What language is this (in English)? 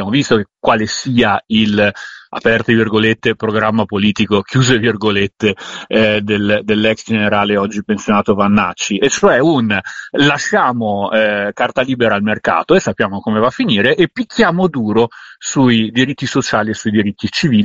Italian